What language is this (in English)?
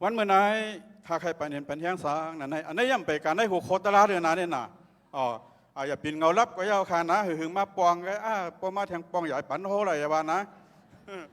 Shan